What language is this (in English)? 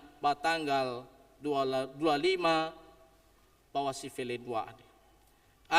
Nias